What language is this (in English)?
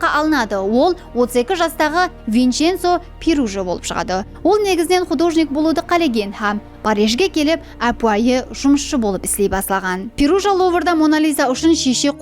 Kara-Kalpak